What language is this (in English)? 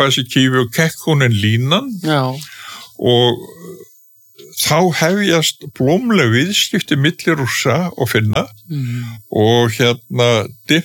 Icelandic